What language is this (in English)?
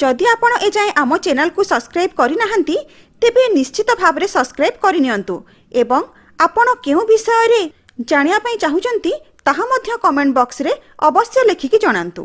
Odia